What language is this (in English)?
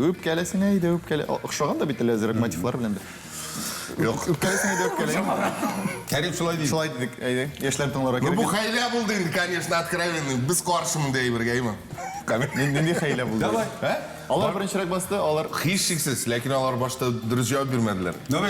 Tatar